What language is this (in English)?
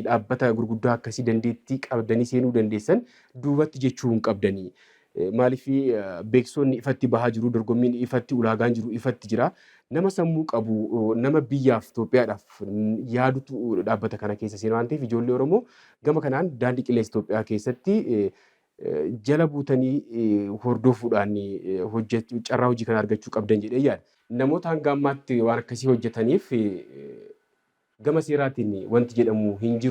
Oromo